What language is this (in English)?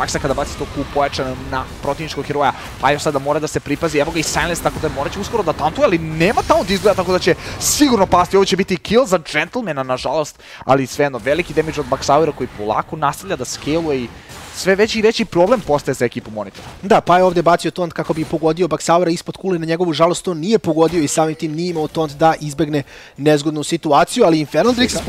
Serbian